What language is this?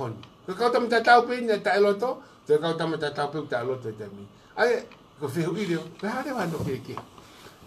Tongan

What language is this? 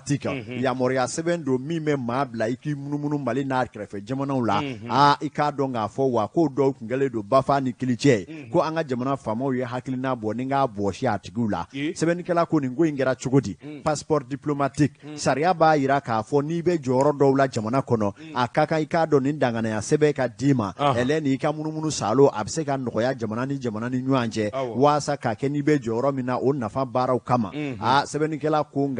Bambara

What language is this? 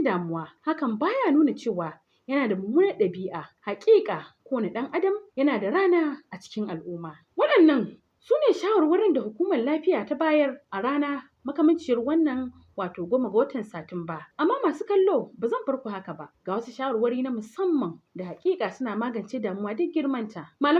Hausa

